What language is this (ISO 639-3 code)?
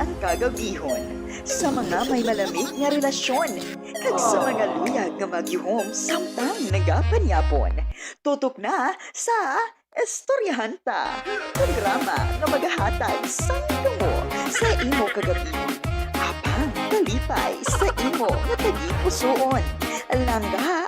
hil